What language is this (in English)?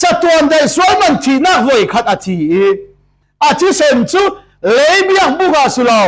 Falam Chin